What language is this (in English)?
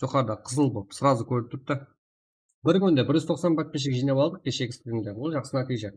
Kara-Kalpak